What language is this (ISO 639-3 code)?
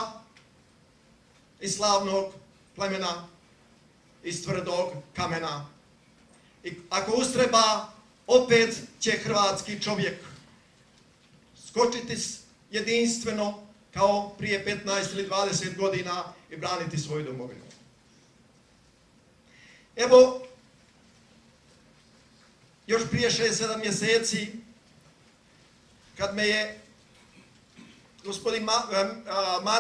hrv